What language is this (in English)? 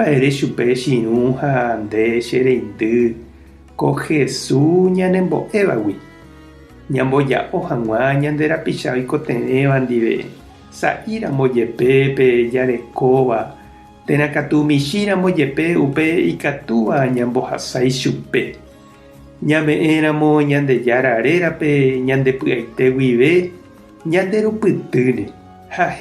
Guarani